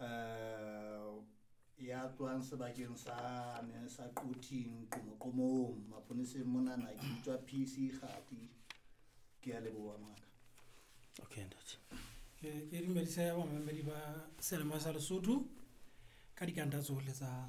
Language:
Southern Sotho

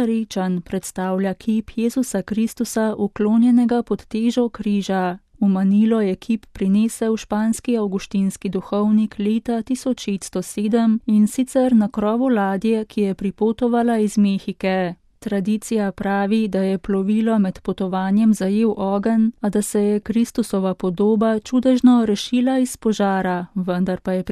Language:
Slovenian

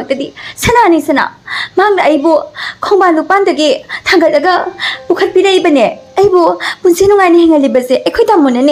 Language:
Manipuri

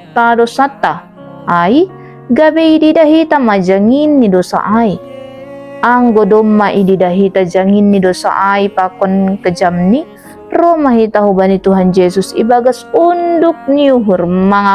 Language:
Batak Simalungun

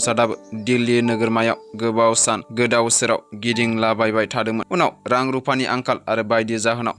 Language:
Bodo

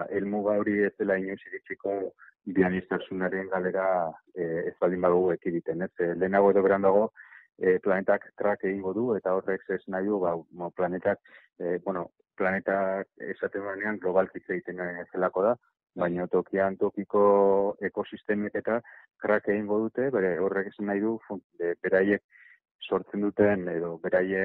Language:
Basque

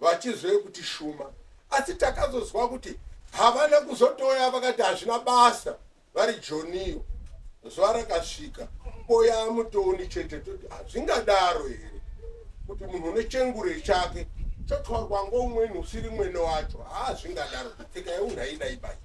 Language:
Shona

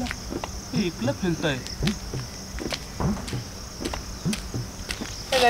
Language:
Marathi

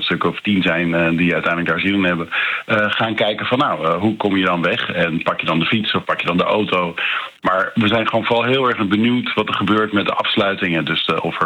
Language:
Dutch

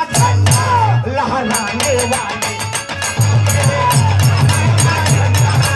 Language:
Bhojpuri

